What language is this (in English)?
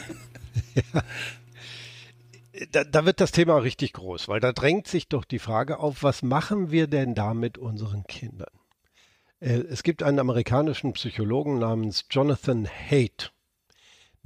German